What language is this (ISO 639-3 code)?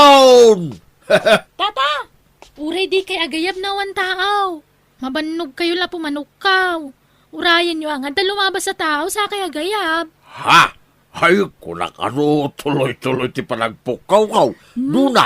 ilo